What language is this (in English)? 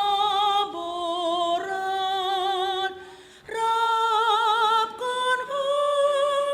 Batak Simalungun